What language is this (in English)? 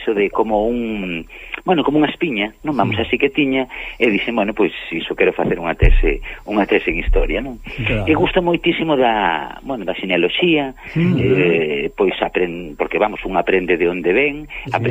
Galician